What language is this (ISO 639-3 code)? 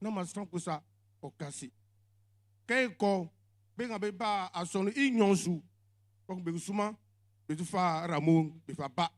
bci